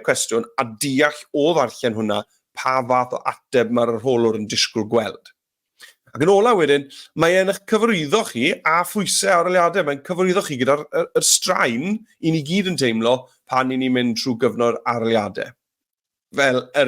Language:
Welsh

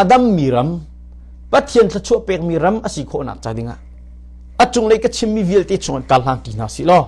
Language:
Hakha Chin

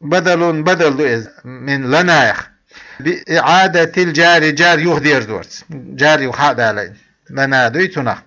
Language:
Chechen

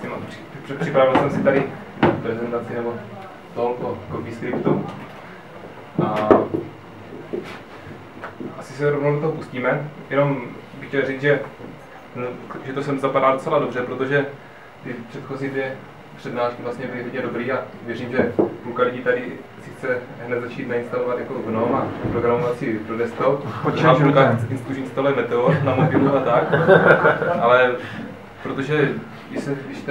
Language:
Czech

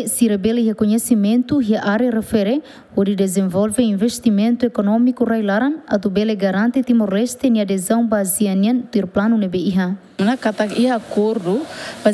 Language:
Tetum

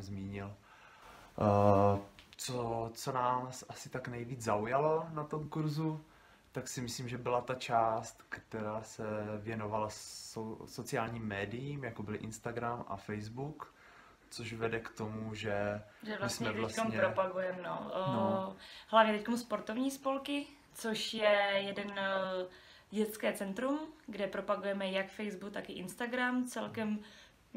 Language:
Czech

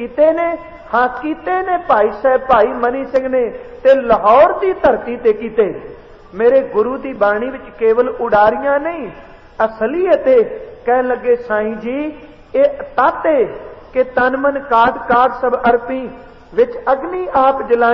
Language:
Punjabi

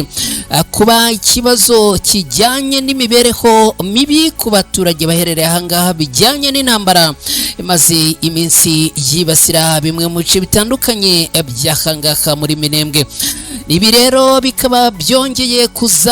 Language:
Kinyarwanda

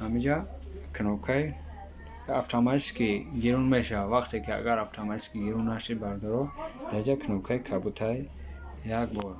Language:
Tajik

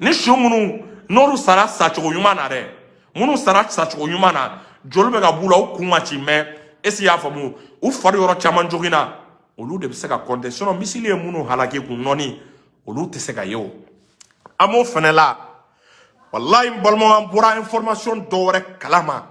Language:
Bambara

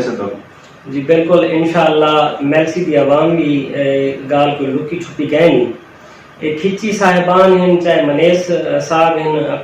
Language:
Saraiki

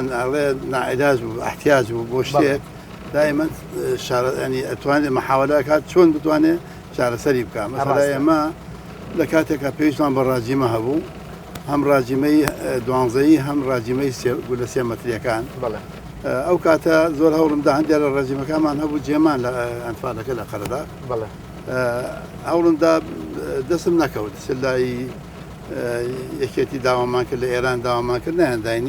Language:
Central Kurdish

